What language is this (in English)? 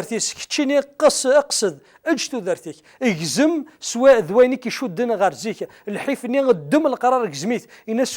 Kabyle